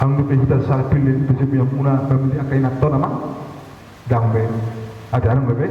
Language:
Batak Toba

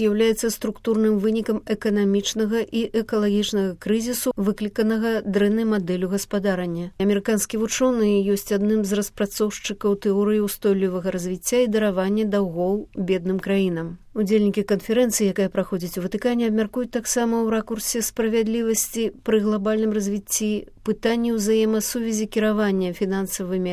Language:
Belarusian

